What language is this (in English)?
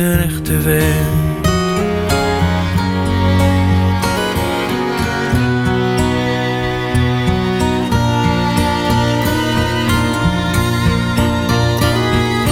Dutch